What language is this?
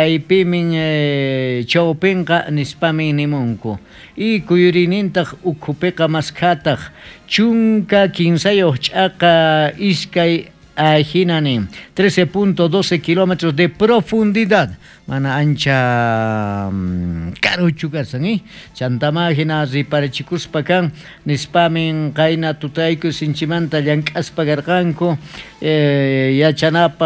South Bolivian Quechua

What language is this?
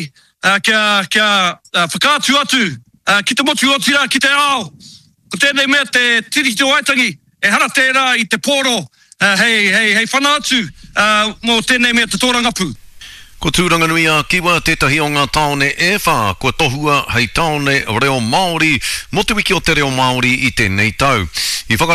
Māori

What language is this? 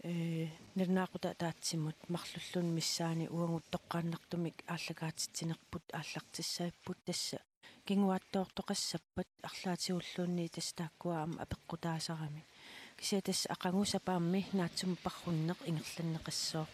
Kalaallisut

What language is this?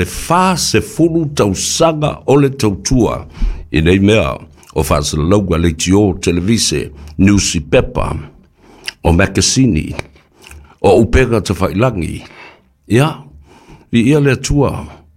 Samoan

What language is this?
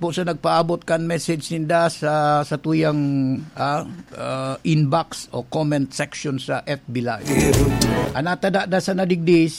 Bikol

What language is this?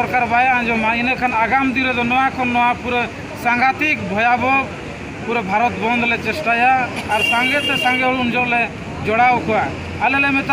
Santali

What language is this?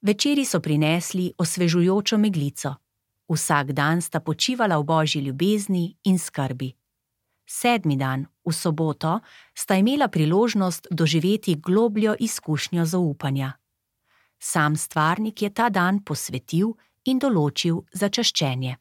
Slovenian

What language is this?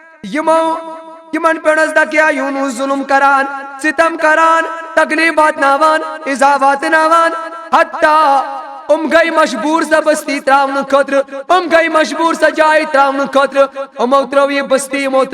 Kashmiri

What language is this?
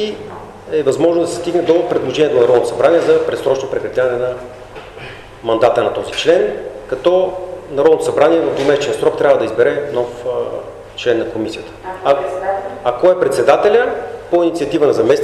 Bulgarian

